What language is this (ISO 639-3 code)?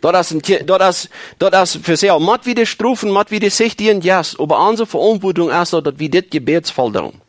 pdt